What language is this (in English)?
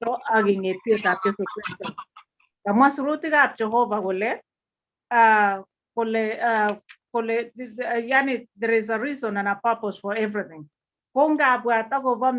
Kalenjin